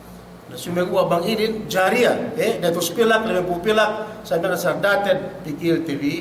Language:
Yakan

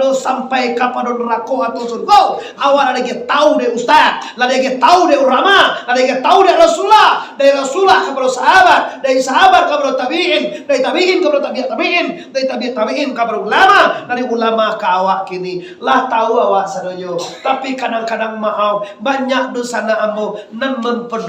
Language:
Minangkabau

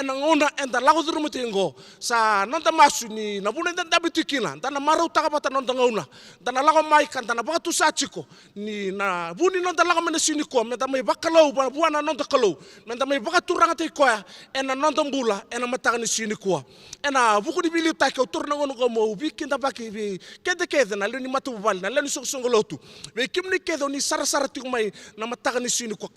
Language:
Fijian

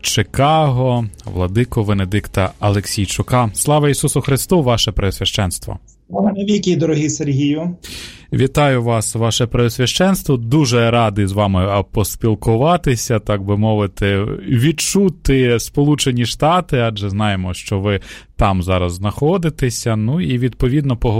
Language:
Ukrainian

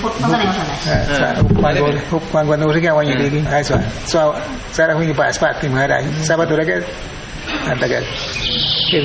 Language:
Awa-Cuaiquer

